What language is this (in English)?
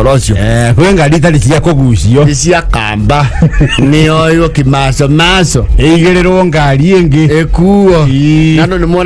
Kikuyu